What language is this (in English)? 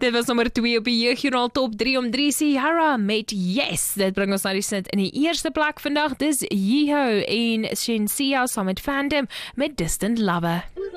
Afrikaans